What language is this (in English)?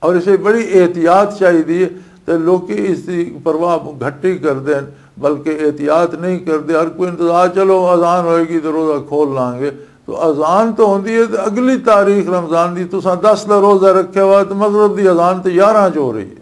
Western Panjabi